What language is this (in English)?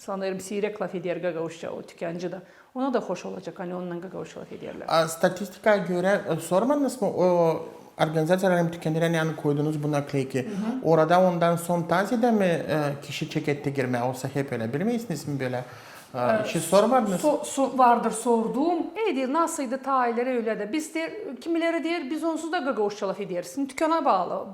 Gagauz